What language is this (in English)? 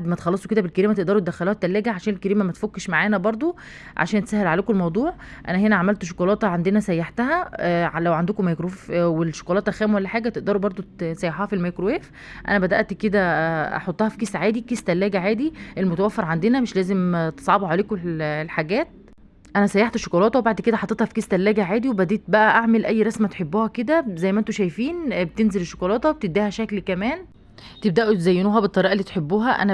Egyptian Arabic